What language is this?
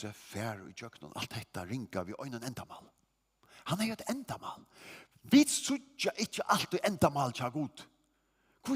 Faroese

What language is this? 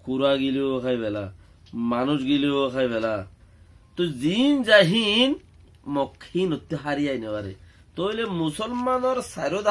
Rohingya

